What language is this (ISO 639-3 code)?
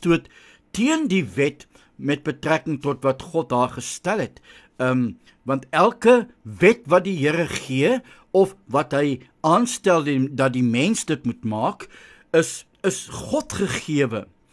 afr